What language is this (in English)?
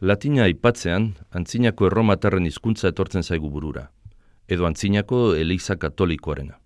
Basque